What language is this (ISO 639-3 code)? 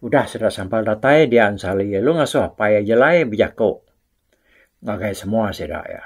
iba